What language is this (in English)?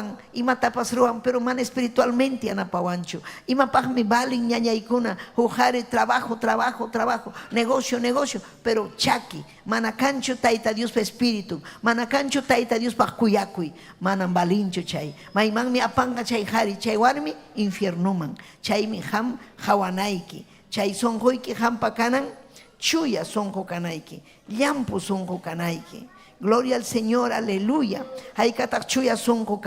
Ayacucho Quechua